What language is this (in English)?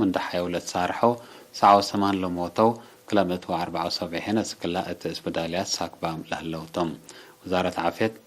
Tigre